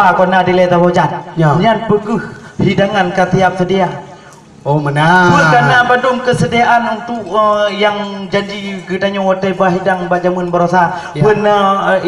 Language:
Achinese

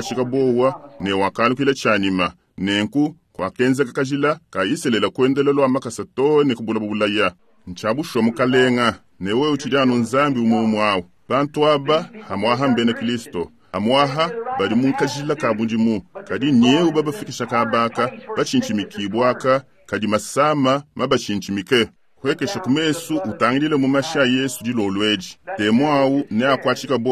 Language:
Luba-Lulua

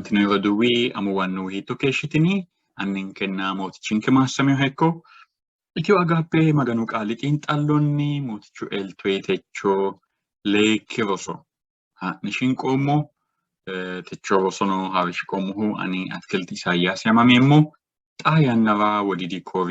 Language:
Sidamo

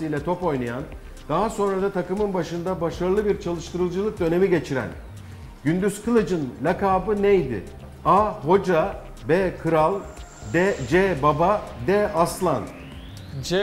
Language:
Turkish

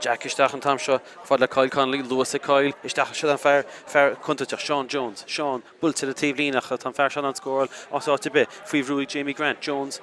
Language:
Irish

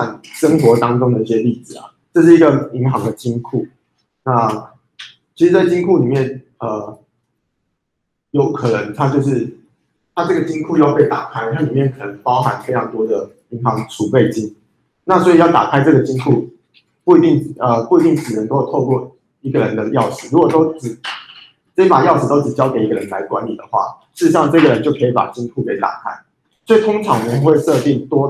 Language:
Chinese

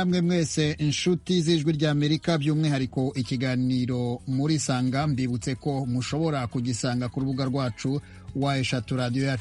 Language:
Kinyarwanda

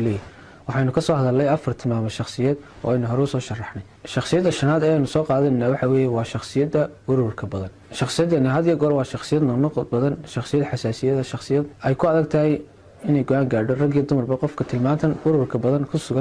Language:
Somali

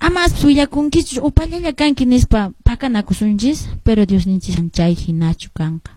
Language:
Quechua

